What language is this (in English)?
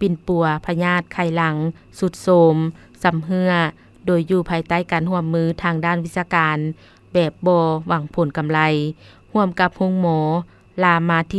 Lao